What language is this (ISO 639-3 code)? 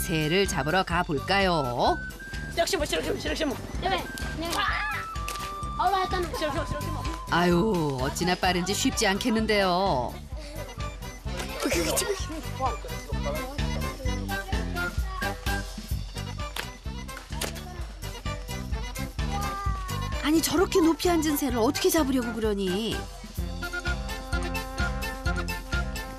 kor